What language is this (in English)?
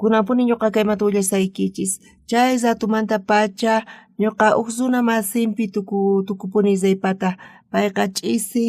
South Bolivian Quechua